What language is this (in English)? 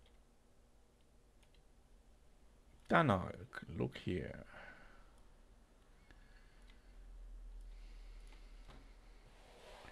English